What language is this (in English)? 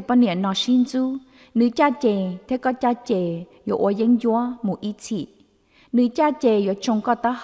Hmong